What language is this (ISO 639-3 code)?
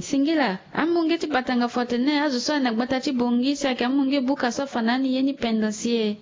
sag